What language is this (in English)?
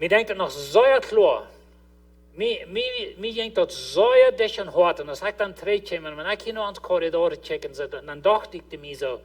Plautdietsch